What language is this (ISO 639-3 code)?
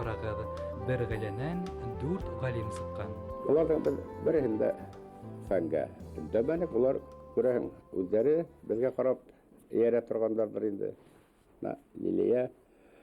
bak